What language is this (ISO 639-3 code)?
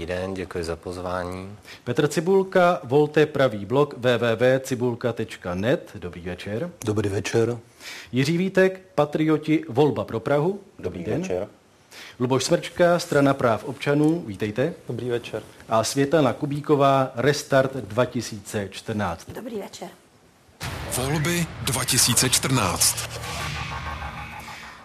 ces